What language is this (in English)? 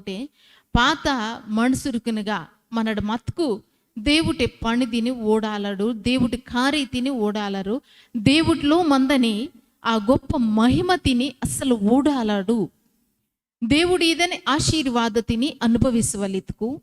Koya